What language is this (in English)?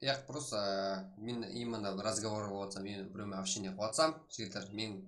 Kara-Kalpak